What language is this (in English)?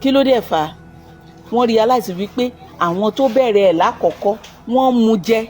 Yoruba